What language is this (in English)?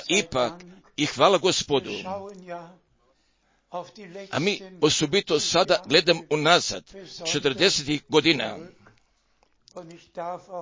Croatian